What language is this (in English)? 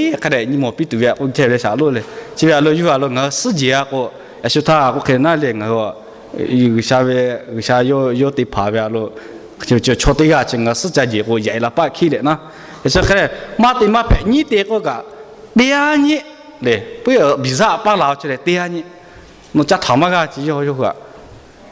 Lahu